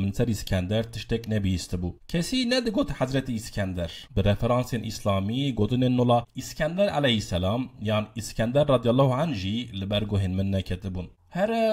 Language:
Kurdish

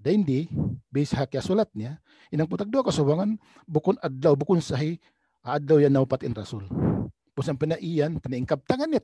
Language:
Tausug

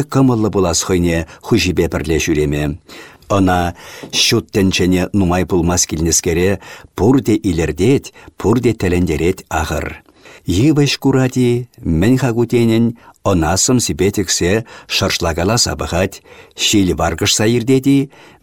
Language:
Chuvash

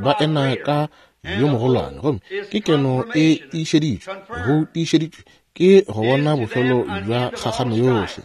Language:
Northern Sotho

